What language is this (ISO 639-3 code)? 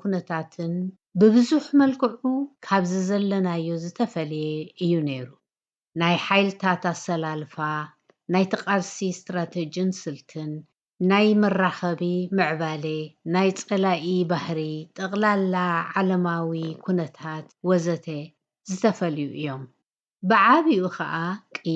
tir